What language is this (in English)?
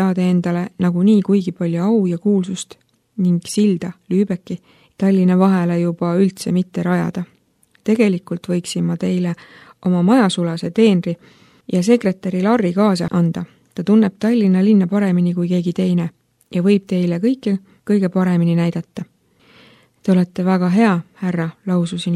Estonian